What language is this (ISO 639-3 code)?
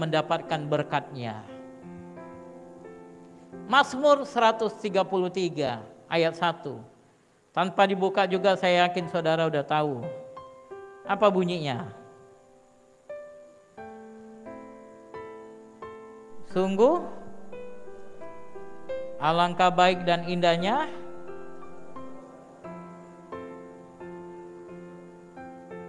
ind